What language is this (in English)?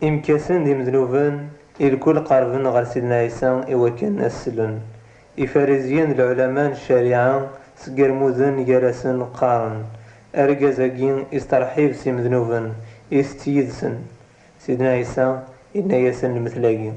Kabyle